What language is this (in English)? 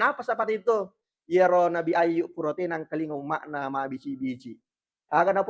Buginese